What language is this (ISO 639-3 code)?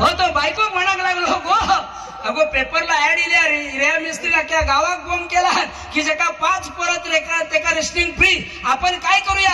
kok